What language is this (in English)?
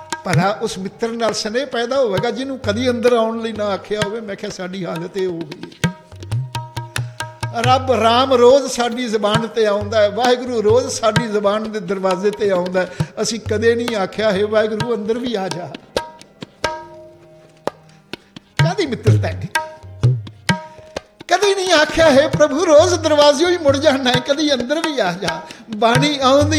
Punjabi